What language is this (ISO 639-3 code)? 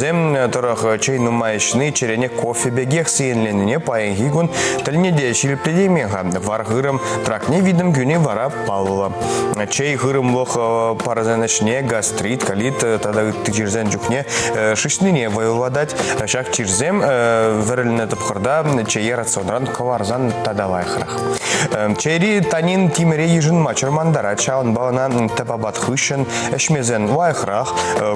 chv